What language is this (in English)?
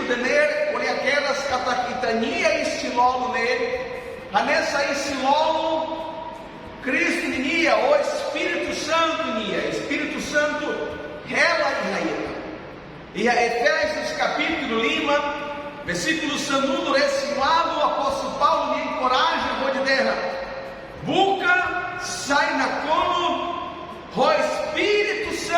Tetum